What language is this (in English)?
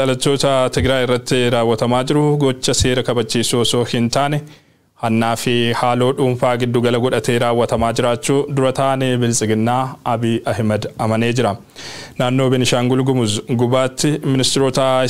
Oromo